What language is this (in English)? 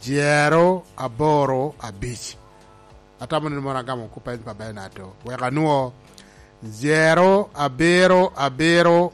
Lango (Uganda)